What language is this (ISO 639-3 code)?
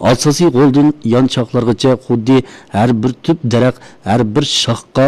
uig